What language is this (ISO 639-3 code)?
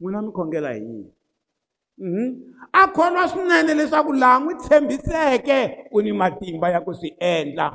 tso